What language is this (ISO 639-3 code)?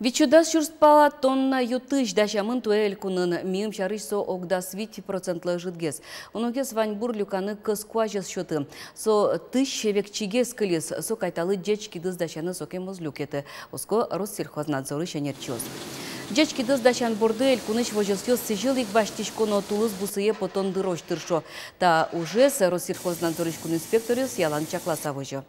udm